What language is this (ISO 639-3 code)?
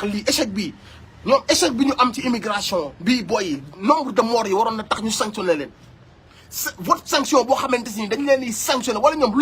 wol